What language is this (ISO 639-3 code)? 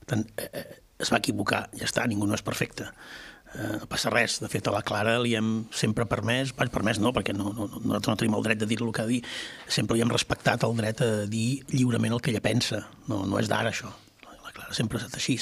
cat